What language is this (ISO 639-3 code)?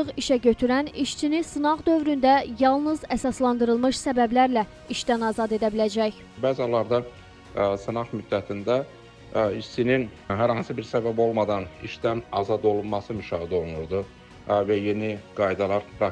aze